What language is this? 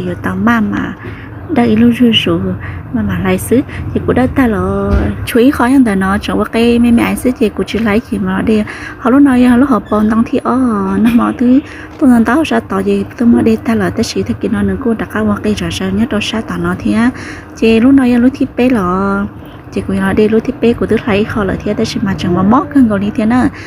Hmong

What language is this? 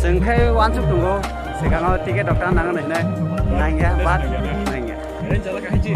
Kok Borok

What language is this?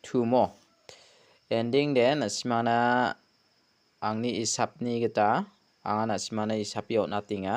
Garo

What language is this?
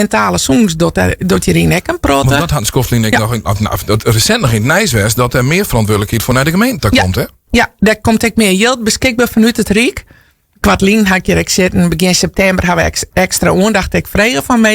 Western Frisian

